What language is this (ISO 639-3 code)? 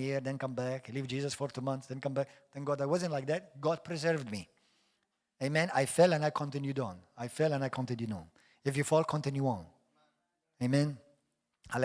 eng